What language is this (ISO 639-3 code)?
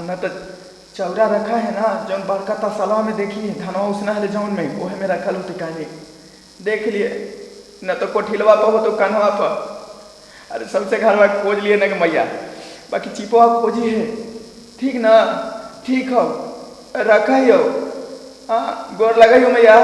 mag